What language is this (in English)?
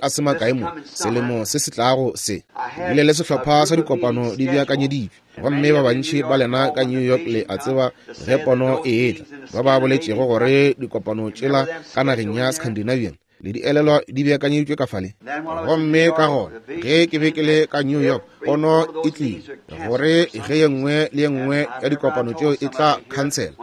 Northern Sotho